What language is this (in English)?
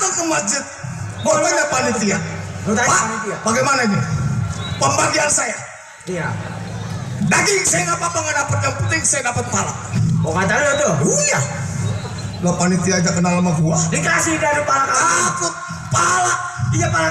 Betawi